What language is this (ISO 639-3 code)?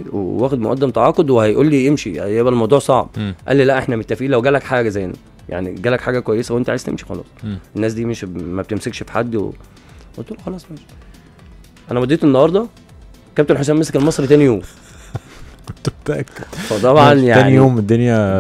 arz